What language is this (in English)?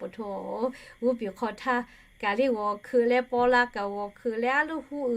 Lahu